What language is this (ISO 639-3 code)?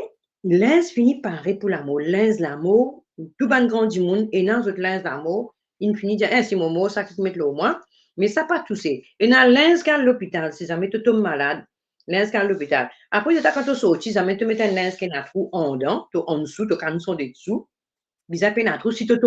mfe